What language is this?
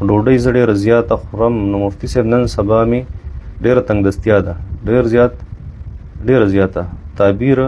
Pashto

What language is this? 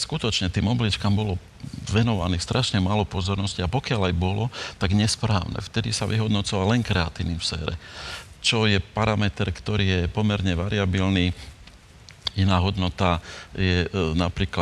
Slovak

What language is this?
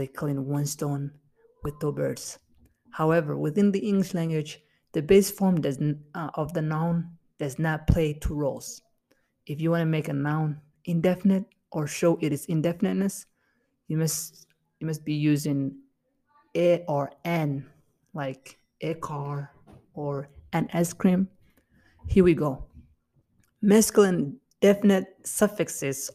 English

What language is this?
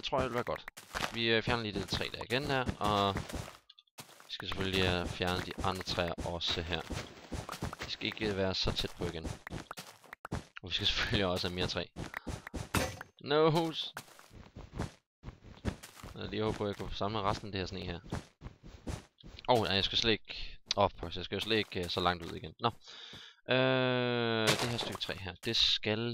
Danish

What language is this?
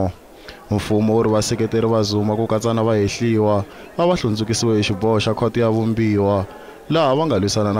Tsonga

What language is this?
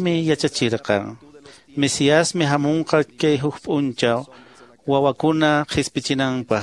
Quechua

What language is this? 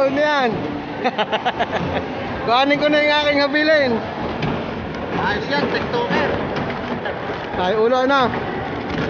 Filipino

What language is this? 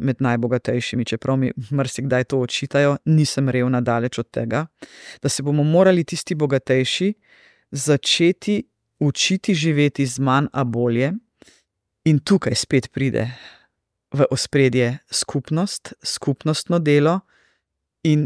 Slovenian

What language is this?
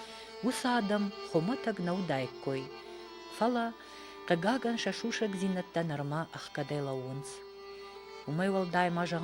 Ossetic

